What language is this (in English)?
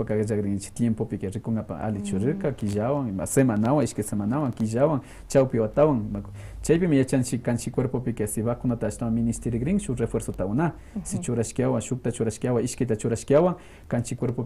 Quechua